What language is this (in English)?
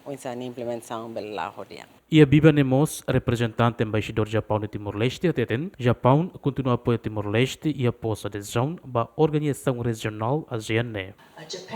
Tetum